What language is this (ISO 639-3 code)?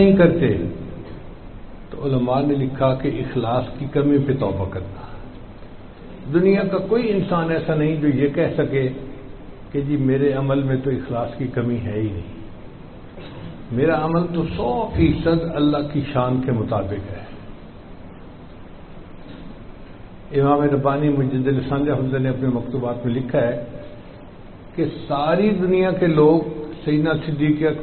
urd